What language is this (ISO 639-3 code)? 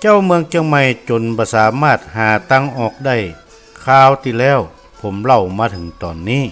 nod